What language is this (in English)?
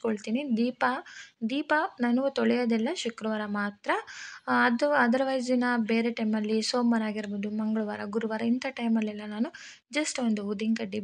Kannada